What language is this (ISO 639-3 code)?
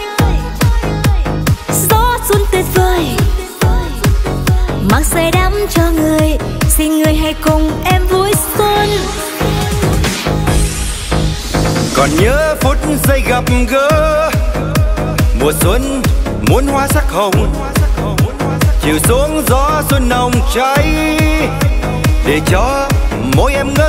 vie